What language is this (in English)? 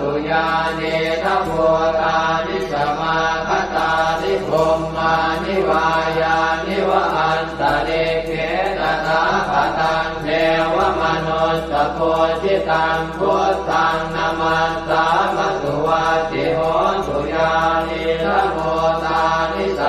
Pali